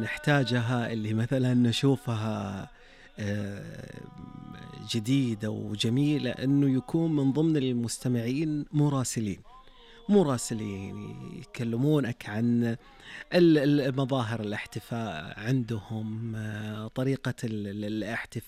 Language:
Najdi Arabic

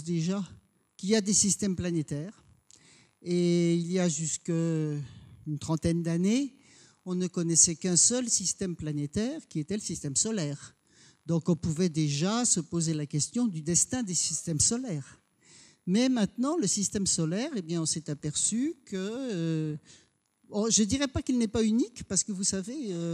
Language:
French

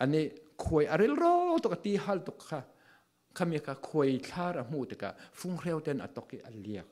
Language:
Falam Chin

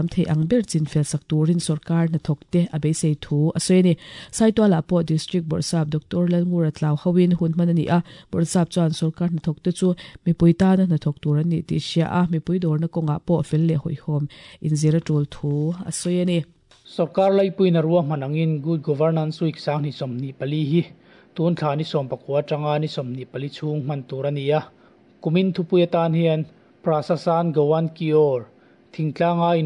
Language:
Mizo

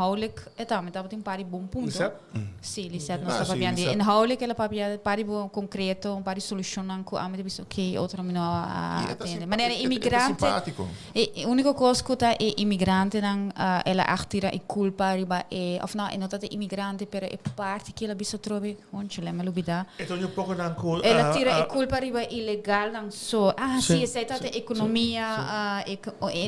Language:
Papiamento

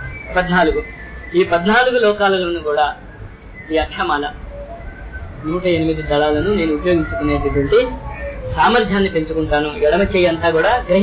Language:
Telugu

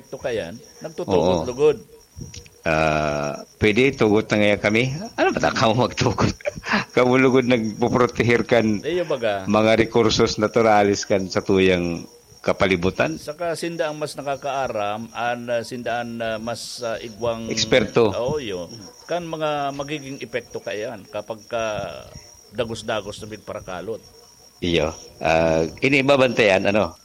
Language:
Bikol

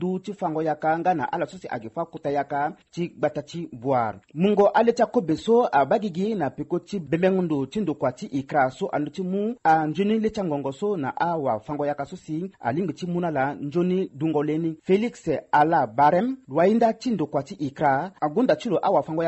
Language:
Sango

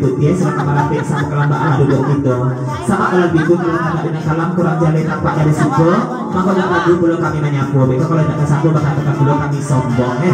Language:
Minangkabau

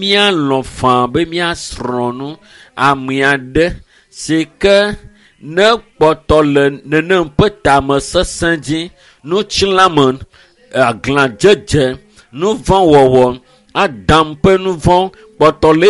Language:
Ewe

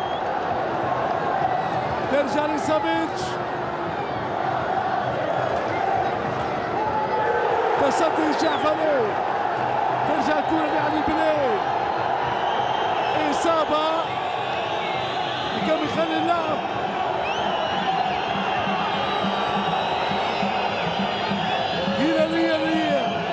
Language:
Arabic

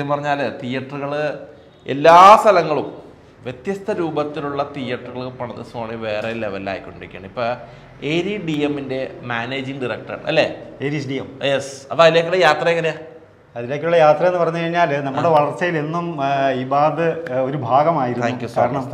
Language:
Malayalam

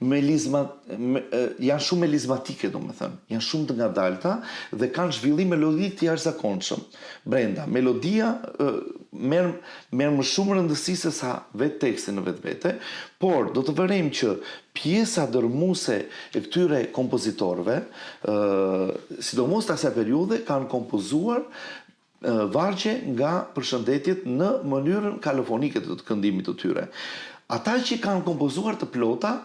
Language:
Albanian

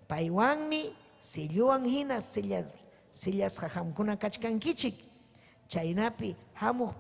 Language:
Ayacucho Quechua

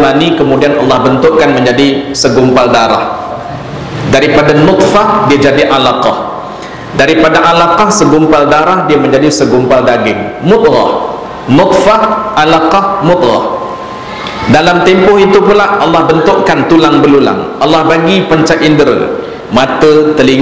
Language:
Malay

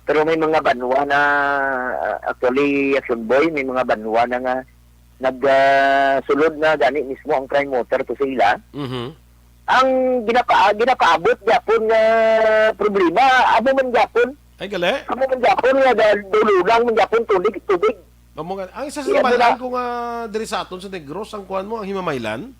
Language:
Hiligaynon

